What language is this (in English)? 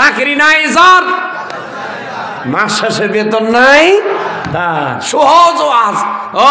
Bangla